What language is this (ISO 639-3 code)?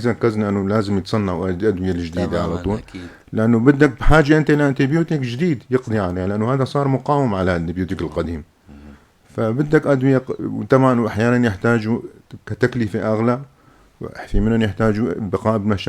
apc